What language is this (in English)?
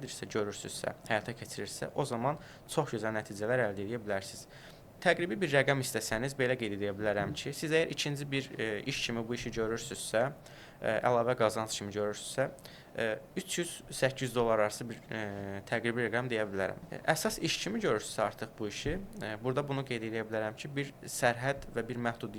Azerbaijani